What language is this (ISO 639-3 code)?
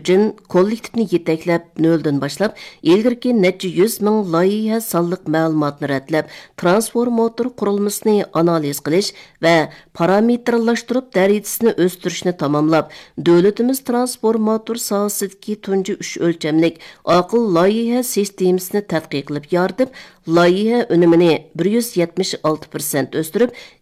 uig